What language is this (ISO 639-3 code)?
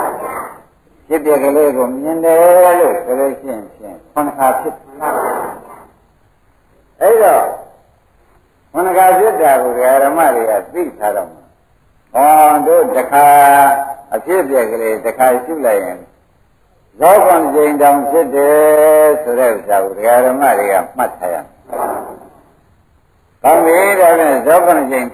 mya